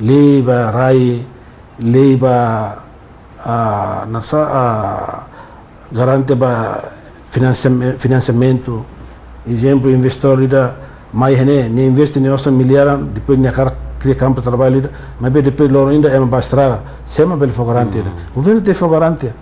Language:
Tetum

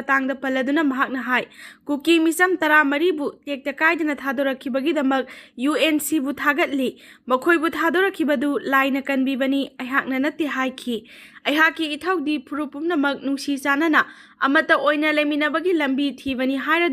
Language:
Manipuri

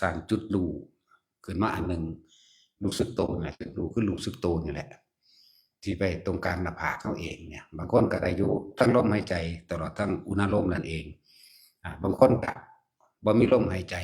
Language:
Northeastern Thai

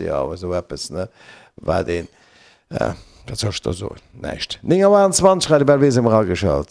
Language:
Luxembourgish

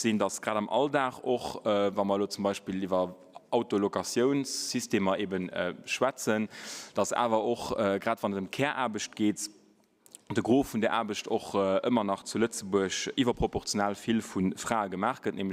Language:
Luxembourgish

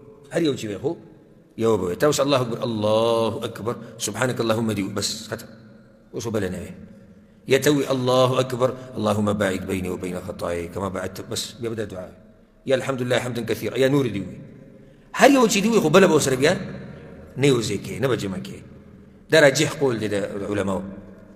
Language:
Pashto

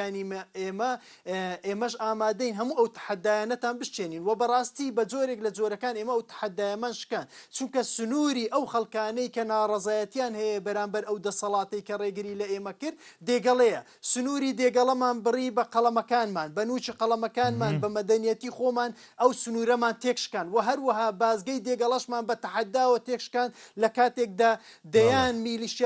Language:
Central Kurdish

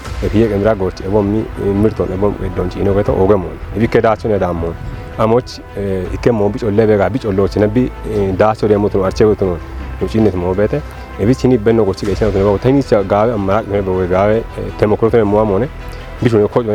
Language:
Kafa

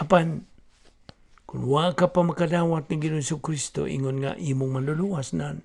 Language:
Cebuano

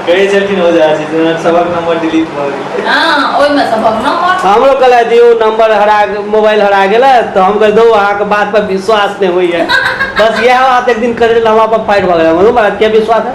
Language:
Maithili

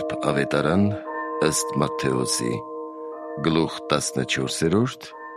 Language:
Armenian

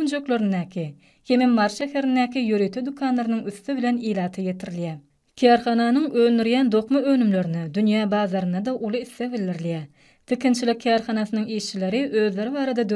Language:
Turkmen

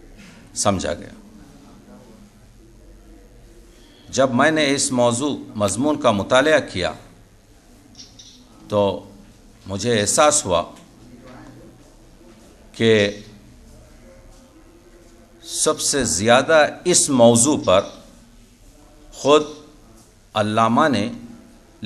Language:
Urdu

